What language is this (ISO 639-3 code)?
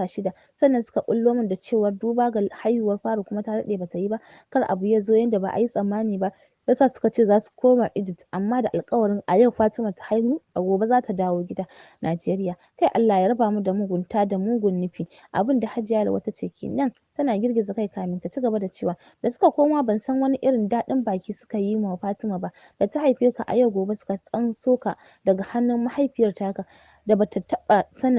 hau